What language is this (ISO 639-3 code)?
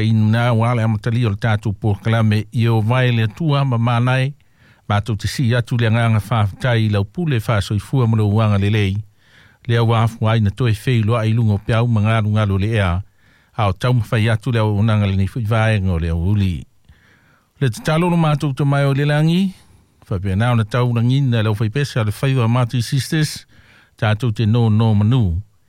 smo